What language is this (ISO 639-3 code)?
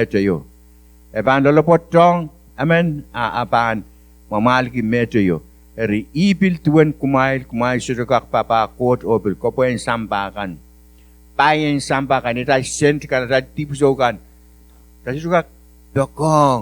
pon